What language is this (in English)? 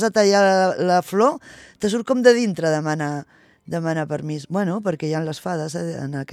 Catalan